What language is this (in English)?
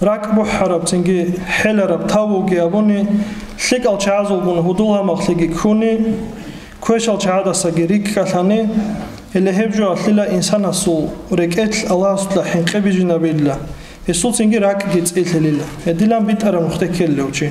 Avaric